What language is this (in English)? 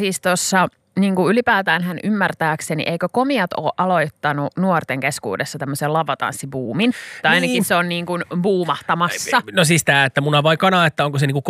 Finnish